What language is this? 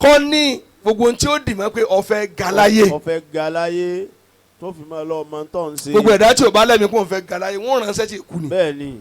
Yoruba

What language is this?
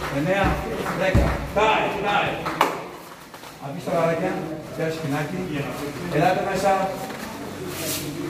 Greek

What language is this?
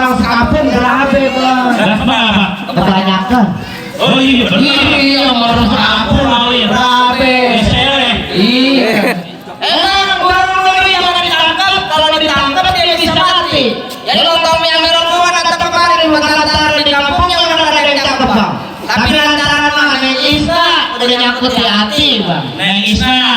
Betawi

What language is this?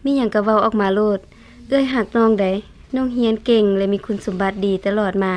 Lao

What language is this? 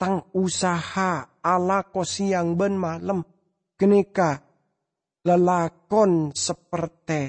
Madurese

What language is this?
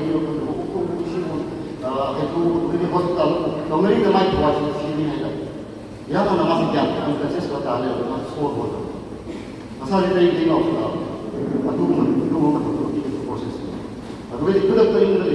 Manipuri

